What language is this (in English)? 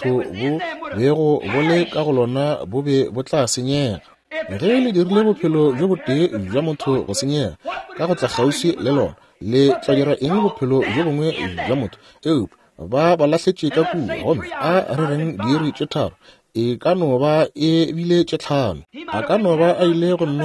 Northern Sotho